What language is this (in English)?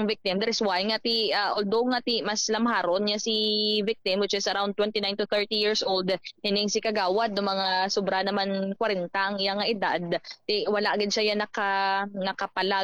Hiligaynon